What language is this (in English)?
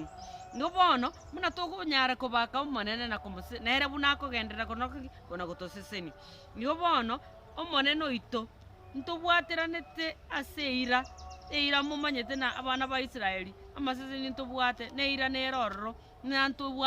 Gusii